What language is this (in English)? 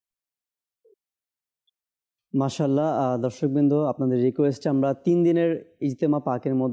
Bangla